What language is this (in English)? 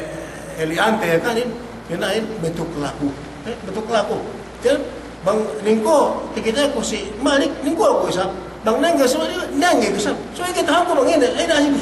Yakan